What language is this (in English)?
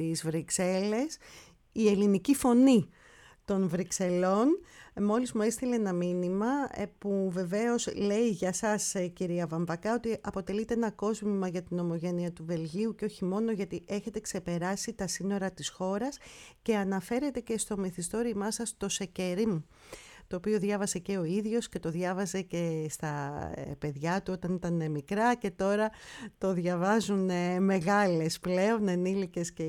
Greek